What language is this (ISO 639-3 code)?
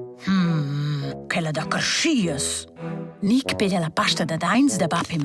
roh